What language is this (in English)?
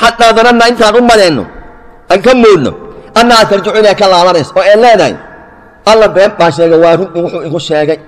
Somali